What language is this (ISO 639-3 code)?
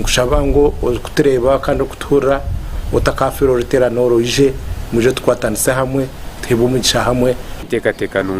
nyn